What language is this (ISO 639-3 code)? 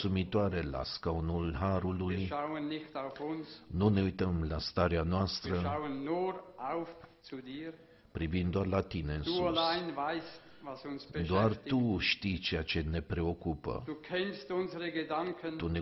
ron